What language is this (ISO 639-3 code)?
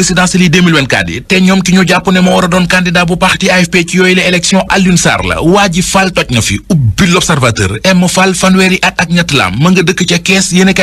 wol